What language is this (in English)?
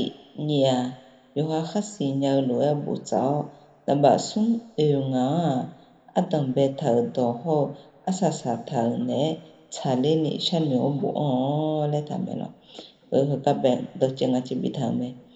Akha